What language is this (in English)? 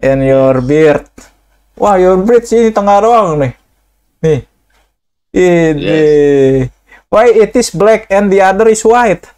Betawi